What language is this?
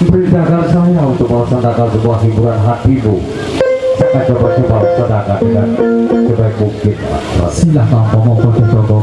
Sasak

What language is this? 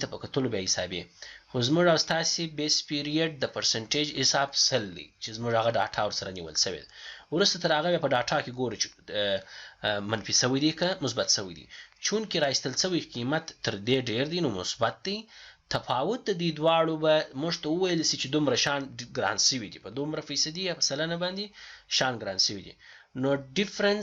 Pashto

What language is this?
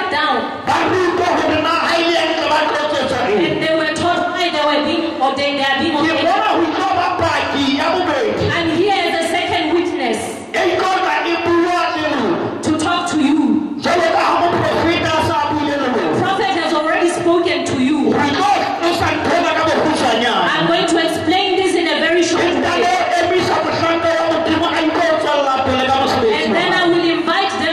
Southern Sotho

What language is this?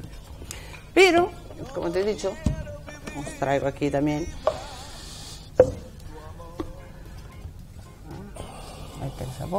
Spanish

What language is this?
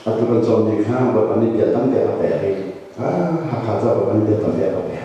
Hakha Chin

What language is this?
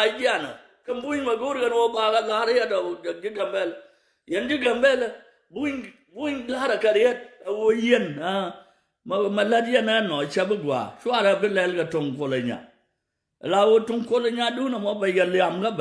Nuer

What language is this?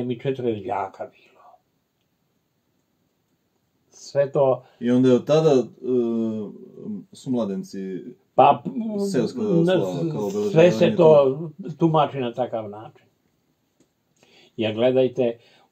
Serbian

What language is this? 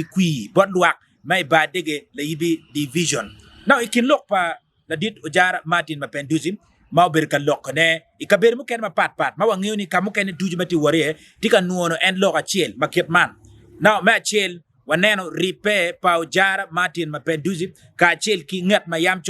Acoli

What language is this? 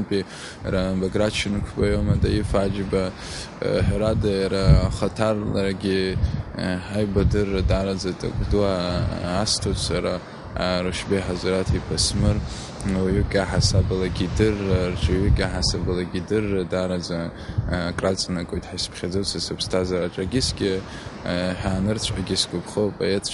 Abkhazian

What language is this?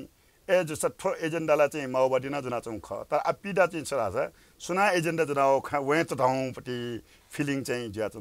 Newari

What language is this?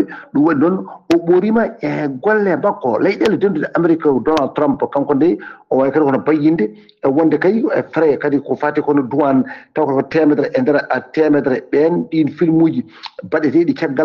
Fula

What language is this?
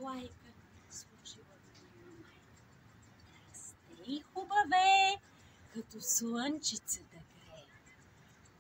Bulgarian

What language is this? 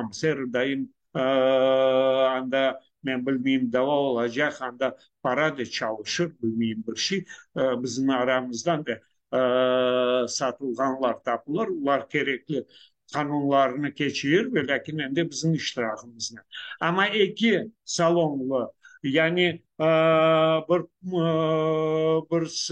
Crimean Tatar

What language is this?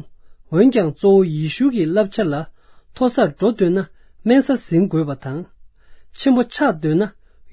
Tibetan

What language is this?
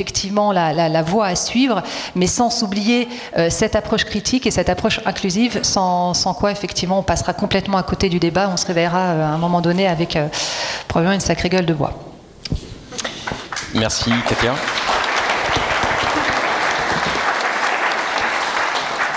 French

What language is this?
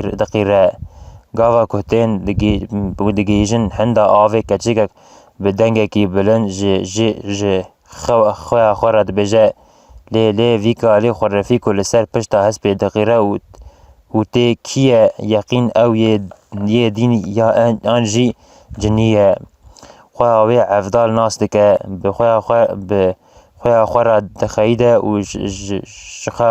Kurdish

